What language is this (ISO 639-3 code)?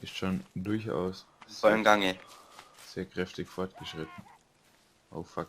bar